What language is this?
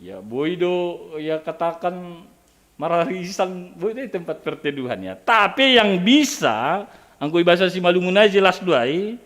Batak Simalungun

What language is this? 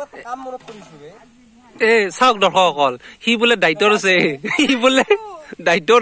Assamese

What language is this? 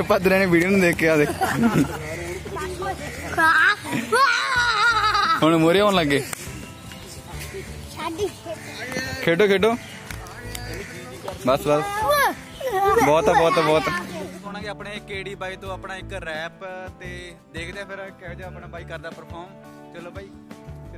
Punjabi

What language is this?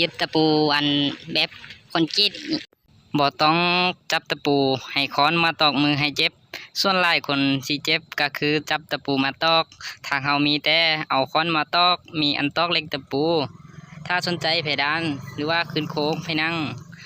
Lao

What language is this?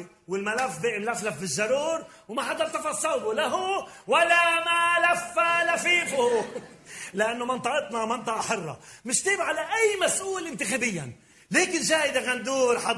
North Levantine Arabic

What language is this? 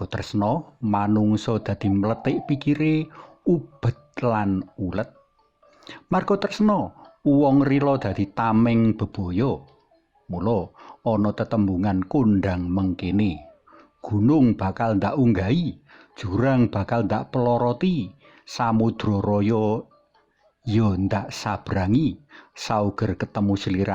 Javanese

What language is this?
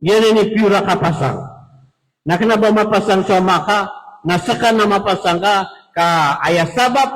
Maranao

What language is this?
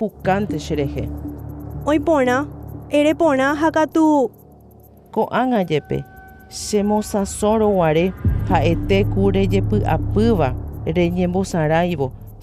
Guarani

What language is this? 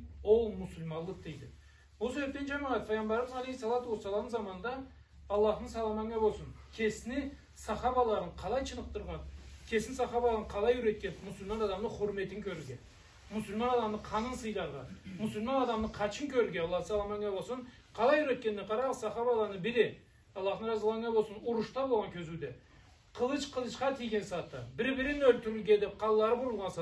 Karachay-Balkar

